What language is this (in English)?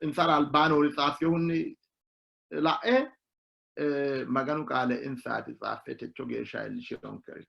Sidamo